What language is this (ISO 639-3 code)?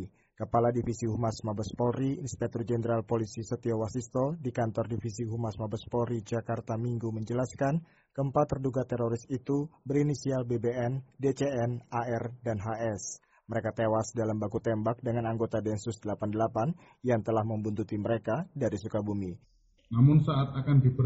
ind